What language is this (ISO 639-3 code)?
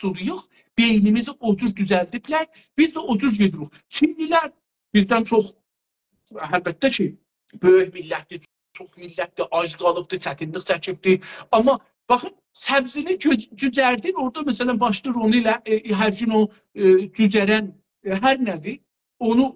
azb